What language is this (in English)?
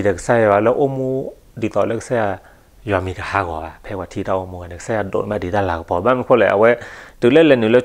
S'gaw Karen